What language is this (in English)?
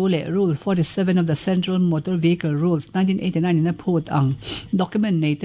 Mizo